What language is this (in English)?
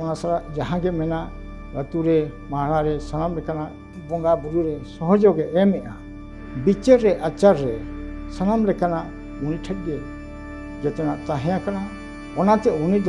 Santali